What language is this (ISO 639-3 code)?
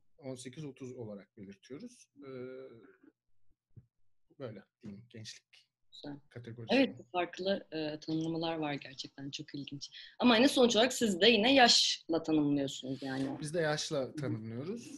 tur